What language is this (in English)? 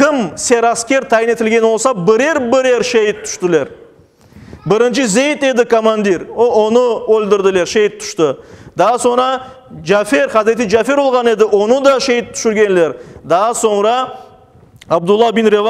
Crimean Tatar